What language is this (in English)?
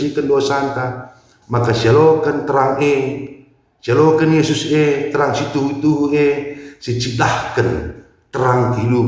Batak Karo